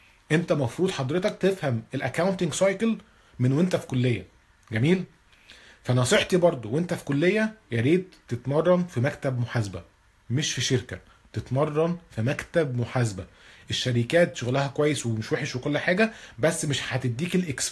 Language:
Egyptian Arabic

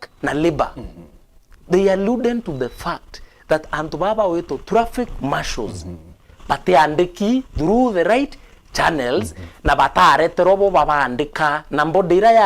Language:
Meru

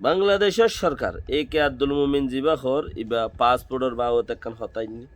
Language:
Rohingya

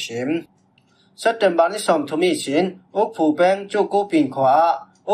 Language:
Falam Chin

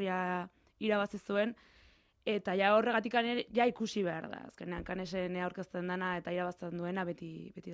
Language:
Basque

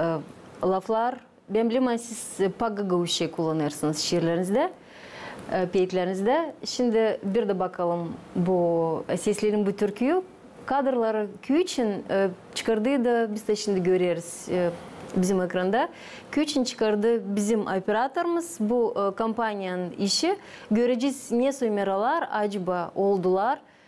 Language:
Gagauz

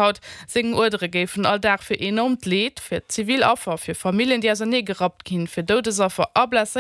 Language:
Luxembourgish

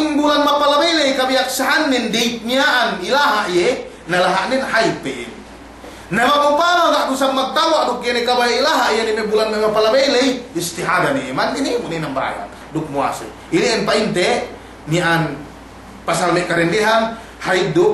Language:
Yakan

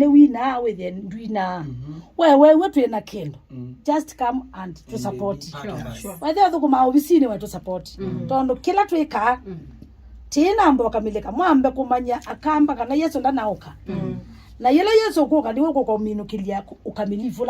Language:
Kamba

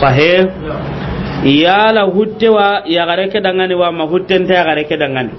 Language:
Soninke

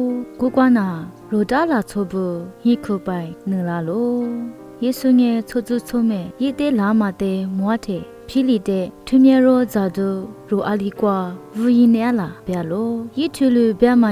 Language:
Lisu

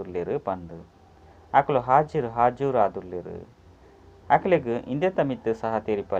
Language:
Tulu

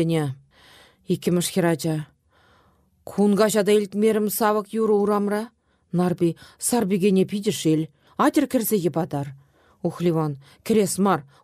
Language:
Chuvash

